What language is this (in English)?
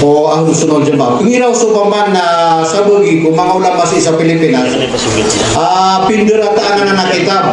Maranao